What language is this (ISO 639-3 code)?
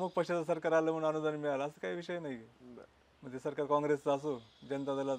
mar